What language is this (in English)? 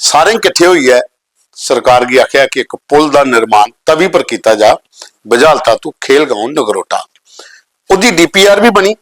Dogri